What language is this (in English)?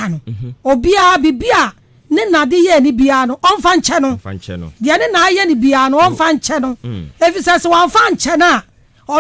Akan